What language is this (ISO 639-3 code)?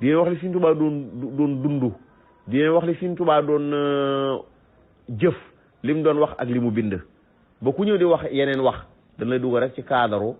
wol